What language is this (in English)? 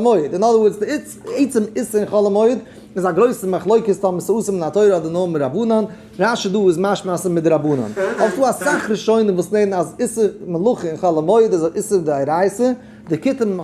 Yiddish